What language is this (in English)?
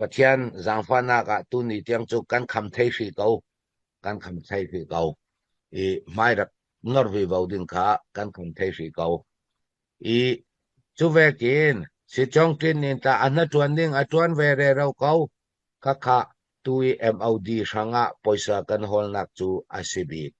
Falam Chin